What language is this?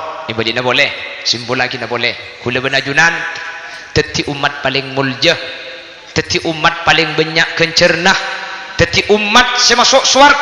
Madurese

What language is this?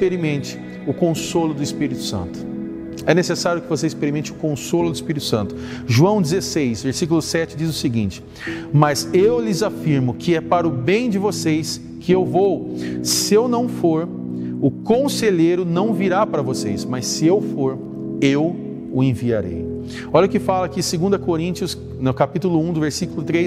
Portuguese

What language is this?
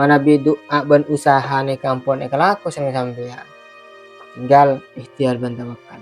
Madurese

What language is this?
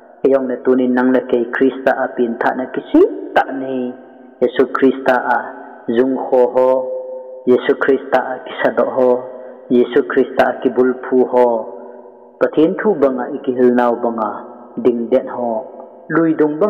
Thado Chin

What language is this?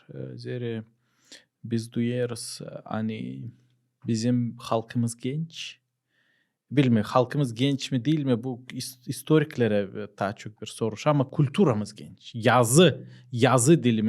Gagauz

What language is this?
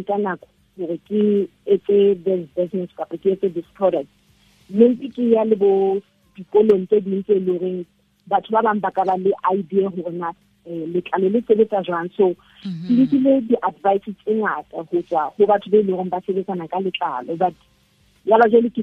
Southern Sotho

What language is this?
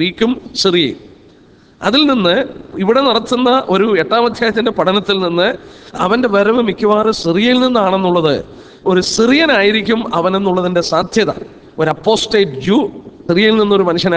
Malayalam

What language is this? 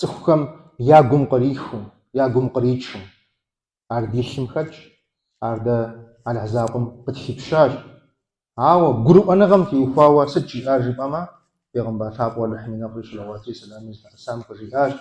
Kabardian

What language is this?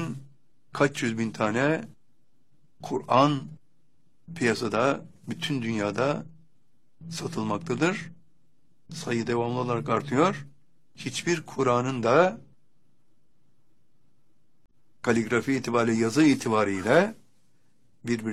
Turkish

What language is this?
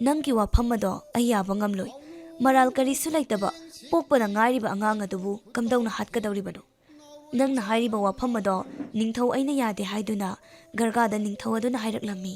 Manipuri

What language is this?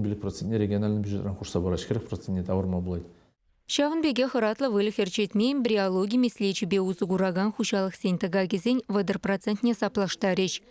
Chuvash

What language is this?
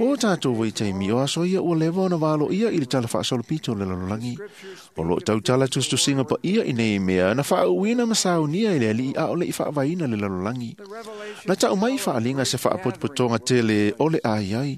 Samoan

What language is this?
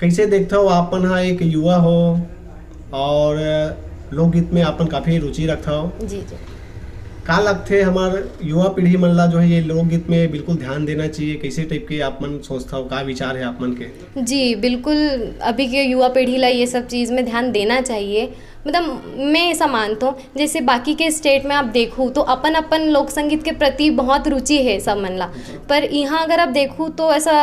Chhattisgarhi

